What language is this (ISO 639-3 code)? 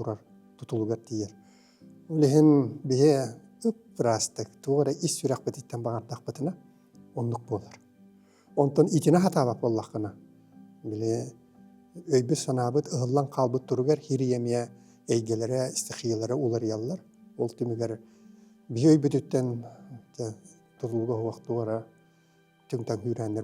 sah